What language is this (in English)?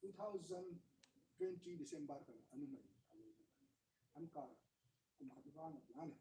Hmar